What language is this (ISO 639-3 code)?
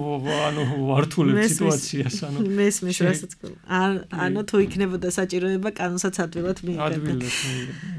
kat